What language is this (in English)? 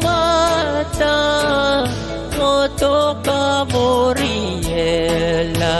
Pohnpeian